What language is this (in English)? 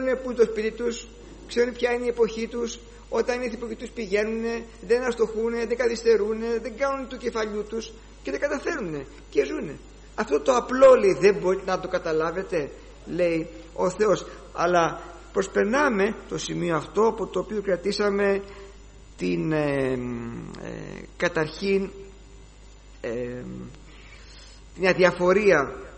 Greek